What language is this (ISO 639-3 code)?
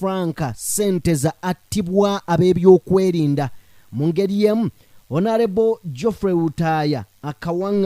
lug